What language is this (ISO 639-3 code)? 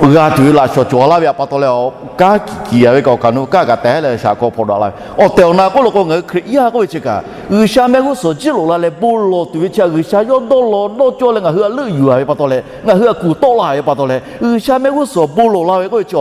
lhu